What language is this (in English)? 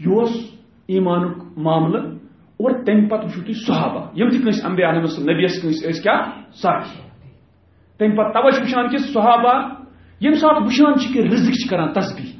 Kashmiri